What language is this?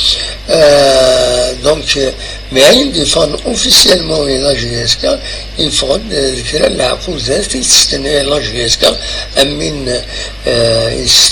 Kabyle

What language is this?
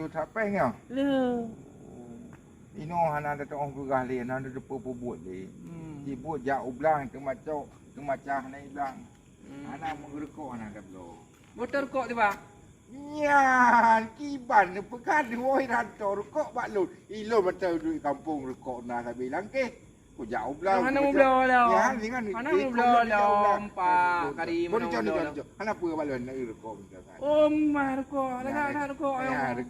Achinese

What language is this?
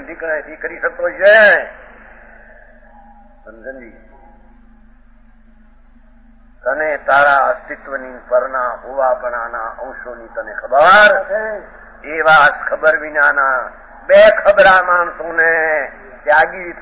Gujarati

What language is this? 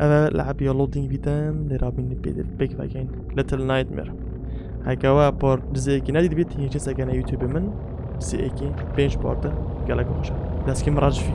Kurdish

